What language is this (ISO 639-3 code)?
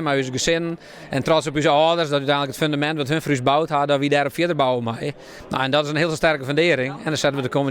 fry